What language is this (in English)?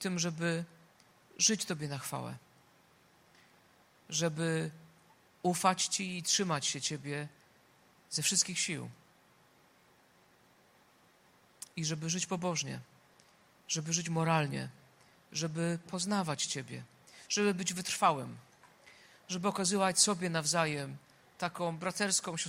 Polish